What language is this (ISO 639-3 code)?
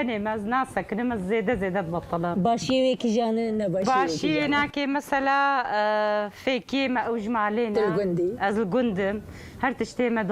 kur